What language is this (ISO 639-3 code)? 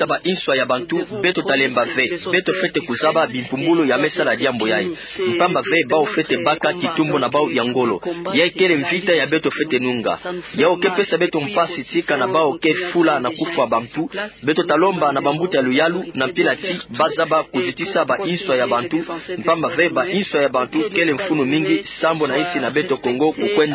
ktu